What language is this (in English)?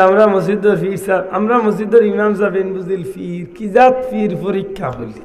Sylheti